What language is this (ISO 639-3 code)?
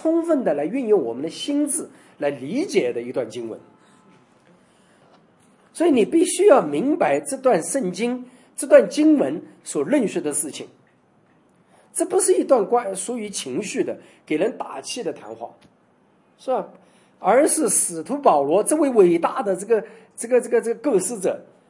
zho